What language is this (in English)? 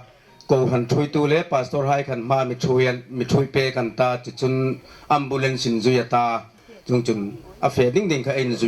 Hmar